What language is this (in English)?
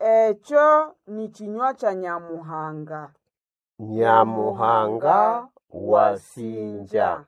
Nande